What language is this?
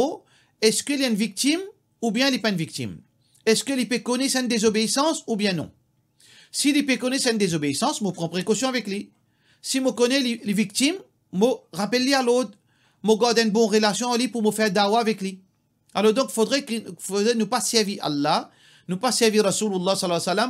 Morisyen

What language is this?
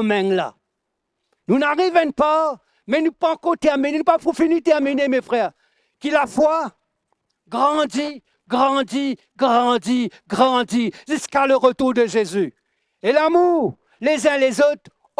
Morisyen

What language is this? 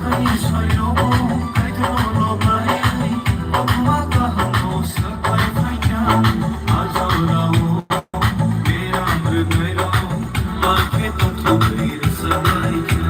Kok Borok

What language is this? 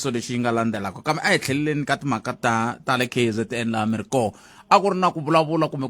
Tsonga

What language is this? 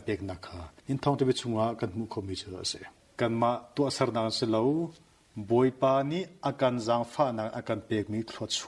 Hakha Chin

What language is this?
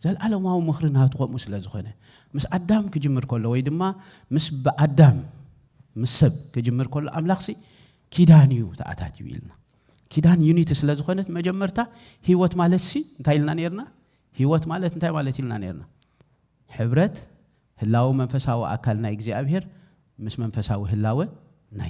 Tigrinya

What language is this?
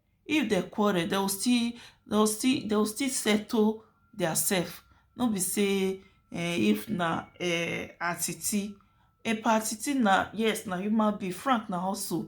Nigerian Pidgin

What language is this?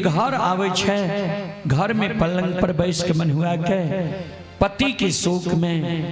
Maithili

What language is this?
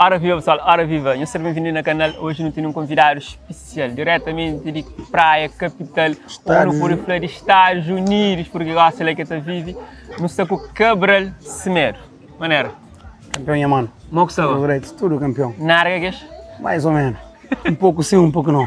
Kabuverdianu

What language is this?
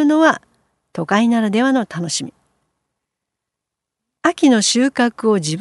Japanese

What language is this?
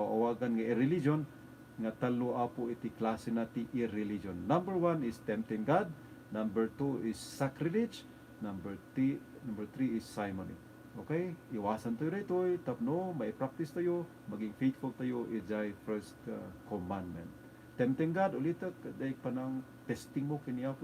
Iloko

